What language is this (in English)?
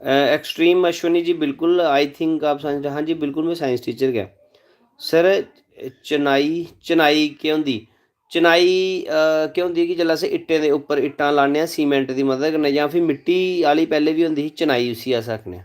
Dogri